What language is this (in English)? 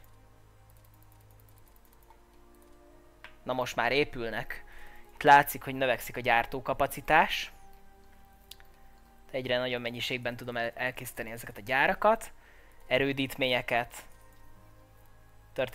Hungarian